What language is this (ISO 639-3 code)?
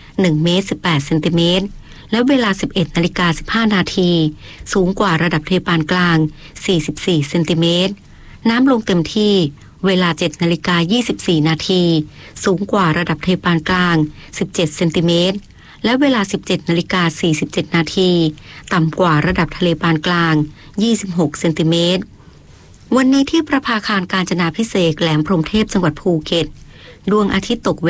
tha